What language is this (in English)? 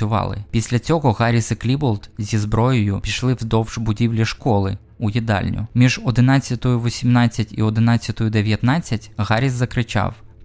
Ukrainian